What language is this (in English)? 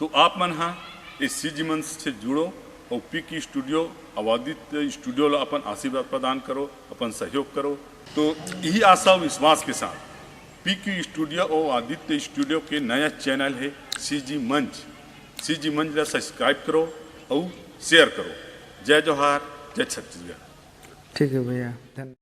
Chhattisgarhi